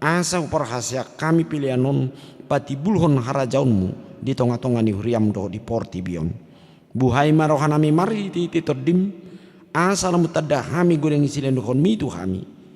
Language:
Batak Toba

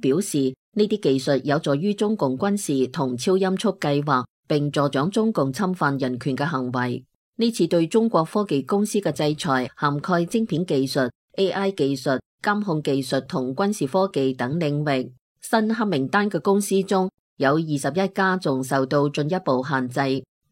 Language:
Cantonese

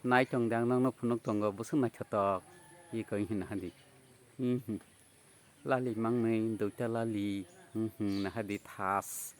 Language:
Kok Borok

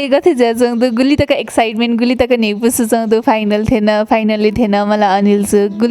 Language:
Newari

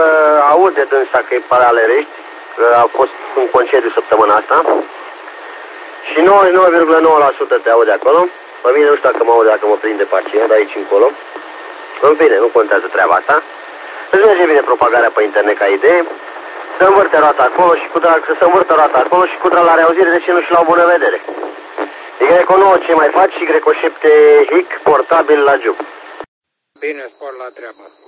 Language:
Romanian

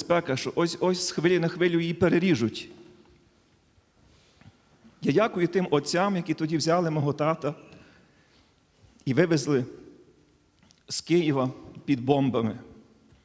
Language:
Ukrainian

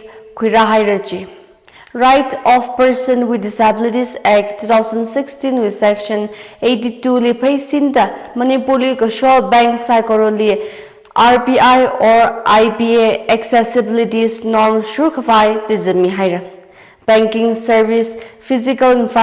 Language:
Tangkhul Naga (India)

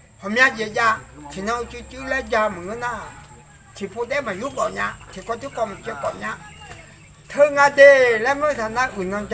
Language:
Akha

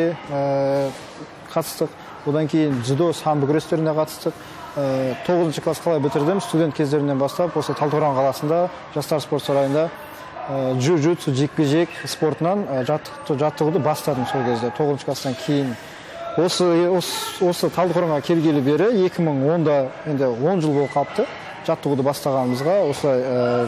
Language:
Kazakh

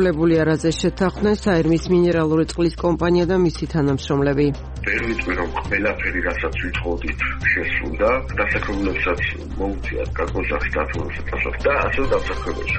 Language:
Georgian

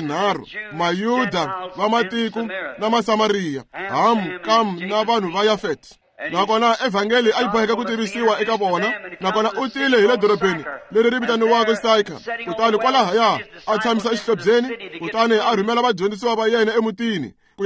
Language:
Tsonga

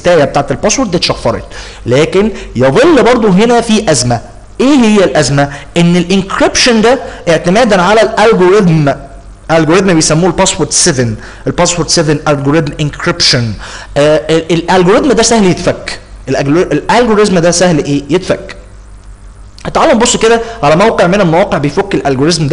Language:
Egyptian Arabic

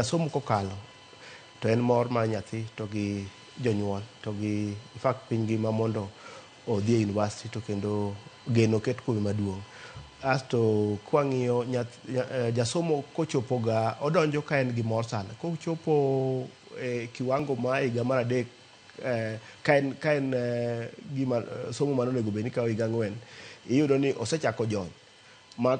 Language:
Luo (Kenya and Tanzania)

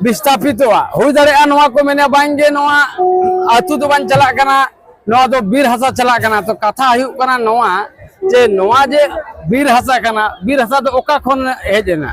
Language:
Santali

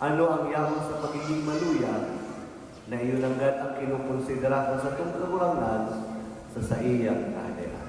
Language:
Bikol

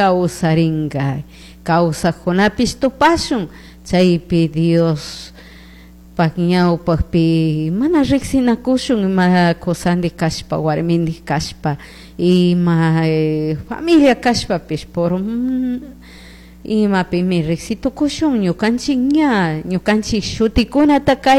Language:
Chimborazo Highland Quichua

